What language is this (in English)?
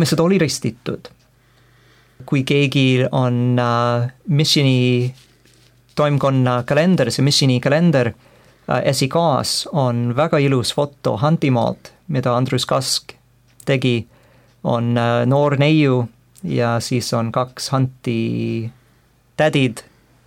Estonian